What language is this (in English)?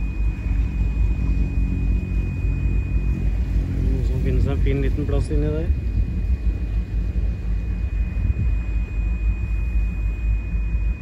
Norwegian